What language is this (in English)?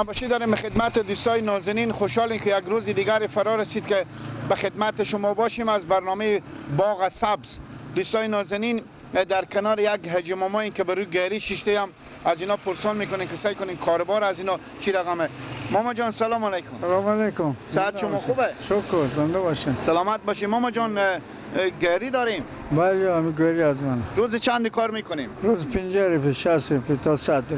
Persian